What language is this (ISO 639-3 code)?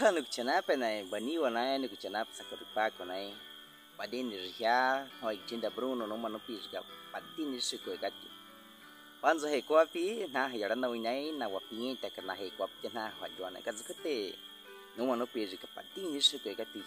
bwi